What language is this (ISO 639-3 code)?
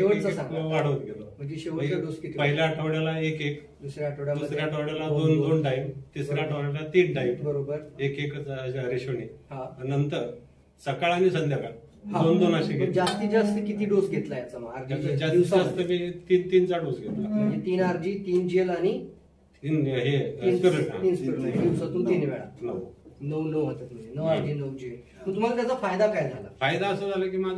mar